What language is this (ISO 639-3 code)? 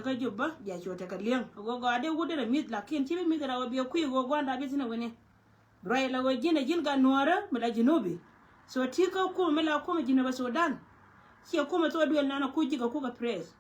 nus